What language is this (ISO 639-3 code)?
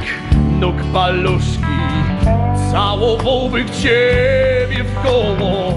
pol